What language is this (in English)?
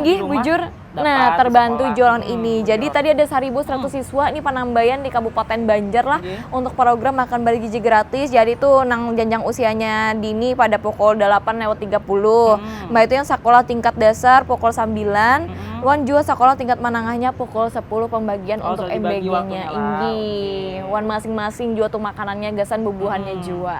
Banjar